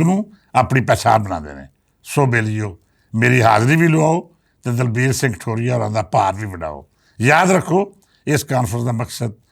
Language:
Western Panjabi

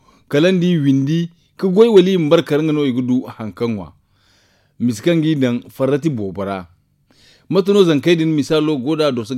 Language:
Zarma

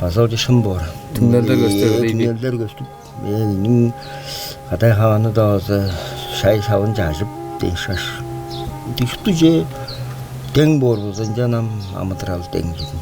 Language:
Tuvinian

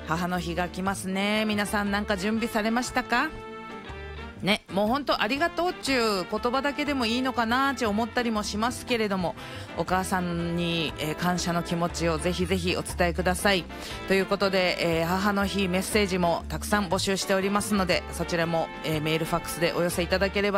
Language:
Japanese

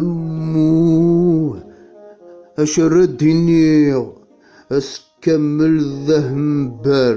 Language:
Kabyle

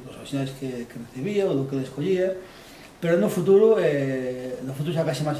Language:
Galician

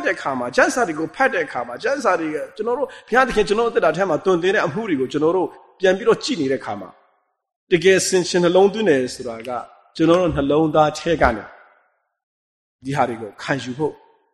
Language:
Burmese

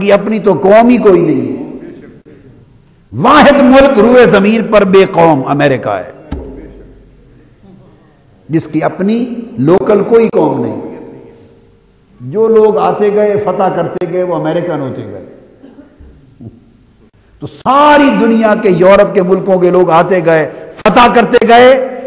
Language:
Urdu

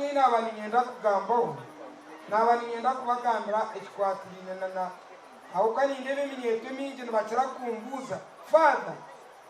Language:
Nyankole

